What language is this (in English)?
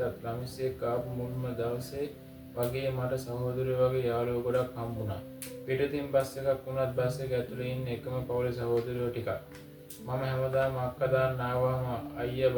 Sinhala